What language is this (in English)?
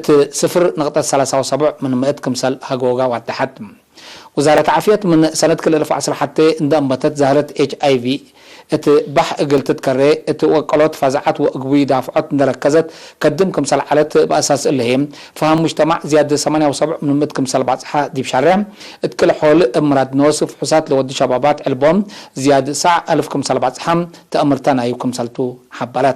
Tigre